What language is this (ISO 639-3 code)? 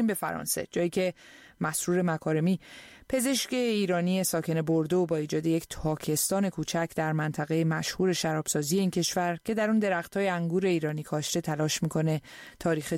fas